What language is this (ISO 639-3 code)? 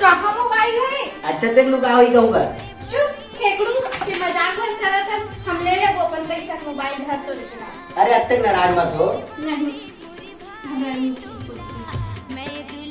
hne